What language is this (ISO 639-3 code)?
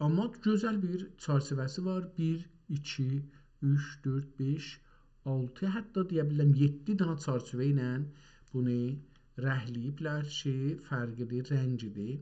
azb